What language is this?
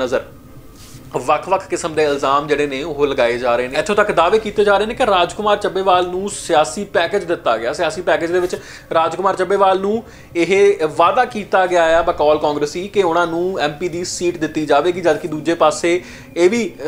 Punjabi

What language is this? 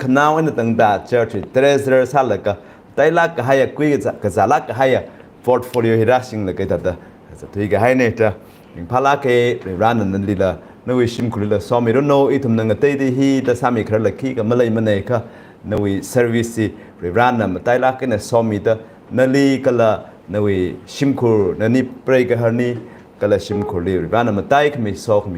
Tangkhul Naga (India)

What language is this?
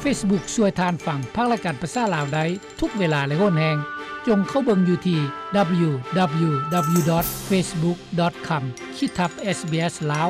Lao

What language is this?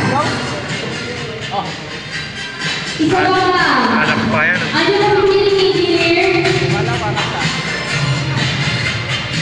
Filipino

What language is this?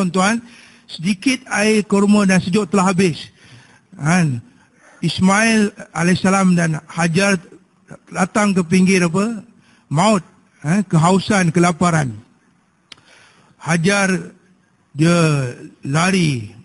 Malay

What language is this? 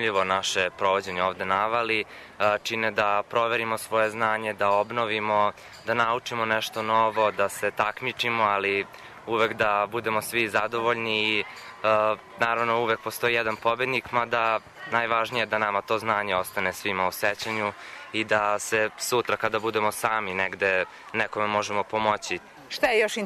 Serbian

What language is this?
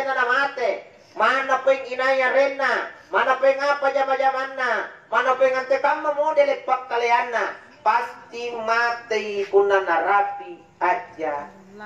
Makasar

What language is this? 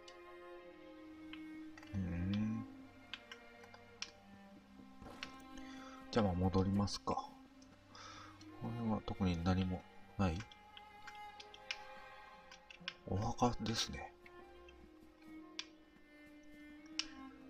Japanese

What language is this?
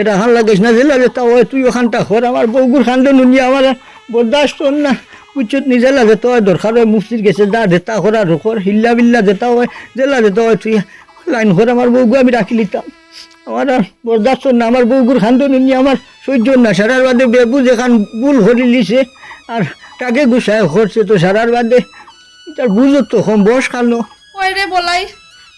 Sylheti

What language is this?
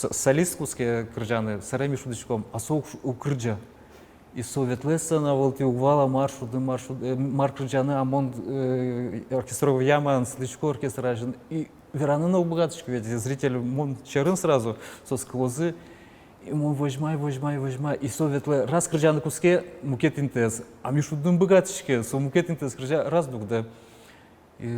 Udmurt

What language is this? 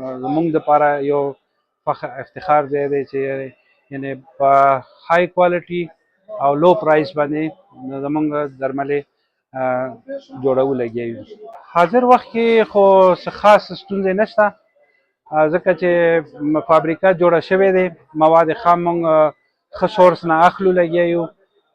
Pashto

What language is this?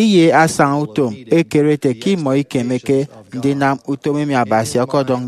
Efik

